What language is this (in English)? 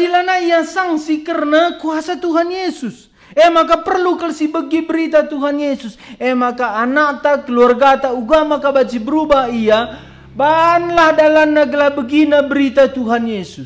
Batak Karo